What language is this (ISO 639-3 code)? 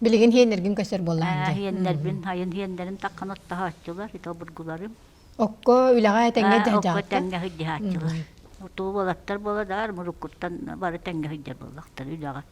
sah